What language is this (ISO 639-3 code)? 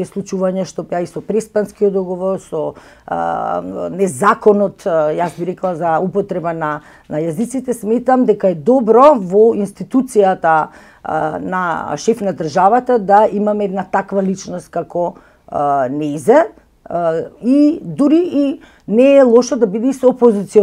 mkd